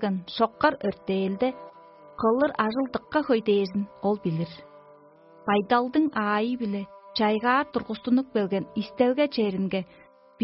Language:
Tuvinian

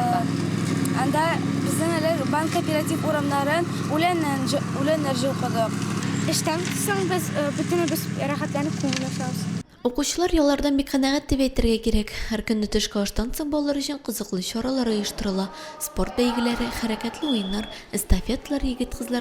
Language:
Tatar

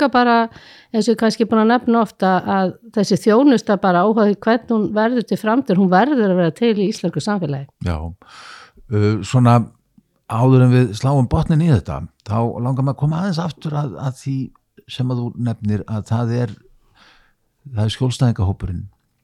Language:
Icelandic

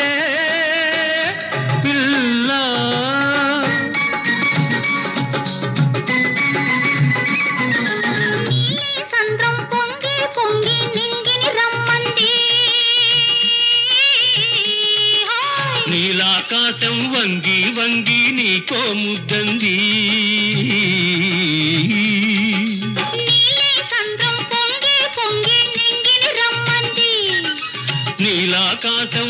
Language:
Telugu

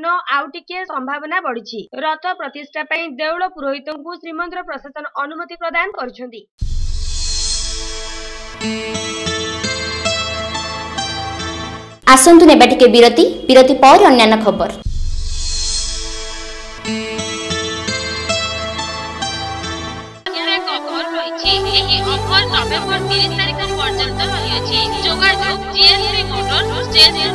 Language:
Odia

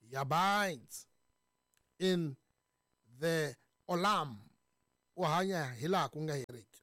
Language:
Tsonga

